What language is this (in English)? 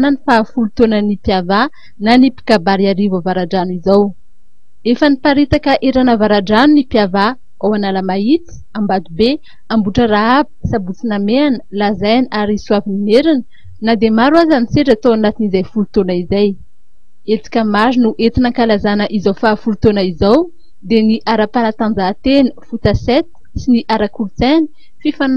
Malagasy